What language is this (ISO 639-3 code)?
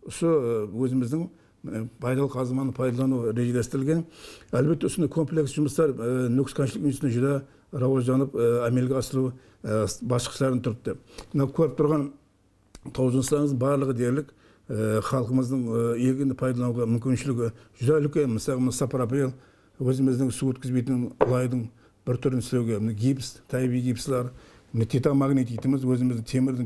kaa